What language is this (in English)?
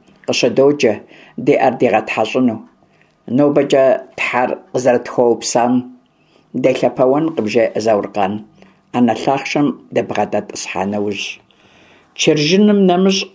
Kabardian